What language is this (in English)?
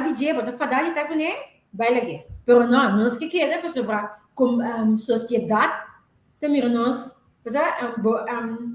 Papiamento